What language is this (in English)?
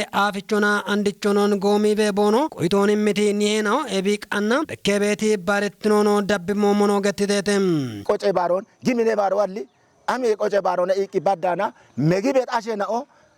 Kafa